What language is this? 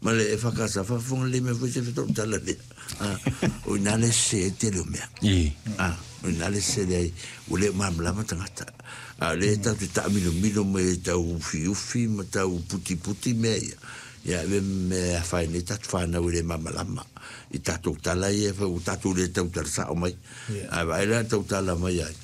Samoan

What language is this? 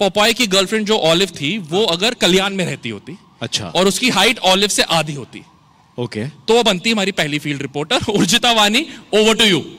Hindi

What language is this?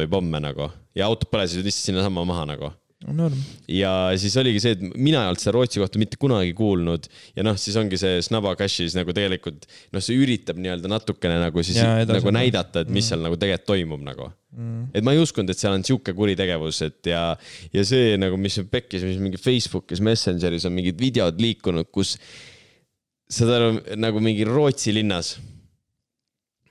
Estonian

